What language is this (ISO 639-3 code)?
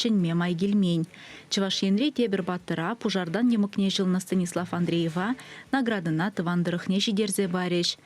chv